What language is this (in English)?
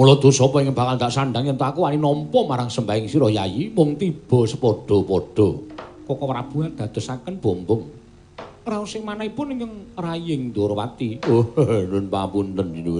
Javanese